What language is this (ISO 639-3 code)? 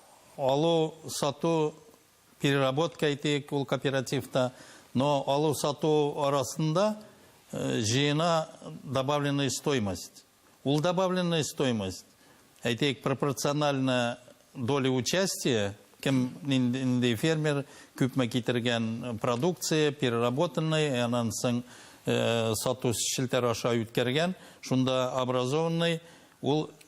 tat